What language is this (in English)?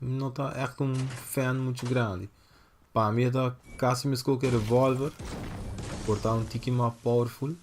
Papiamento